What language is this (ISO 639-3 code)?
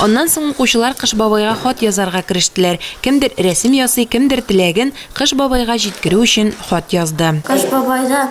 tat